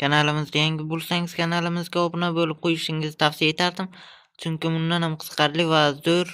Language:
Uzbek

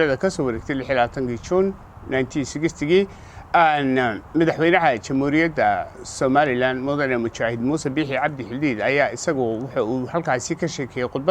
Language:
Somali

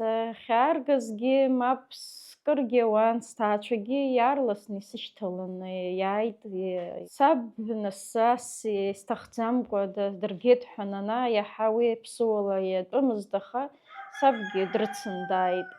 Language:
Abkhazian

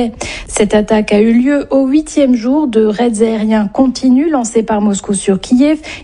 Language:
French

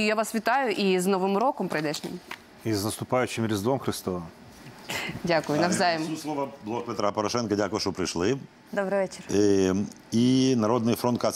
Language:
Ukrainian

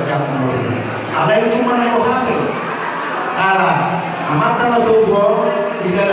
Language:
Batak Toba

